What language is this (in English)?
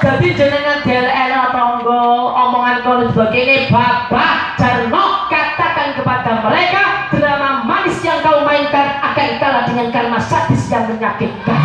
Javanese